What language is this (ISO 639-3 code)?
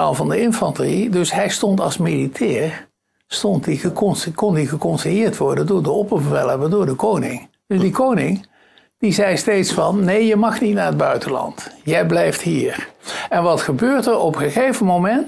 nld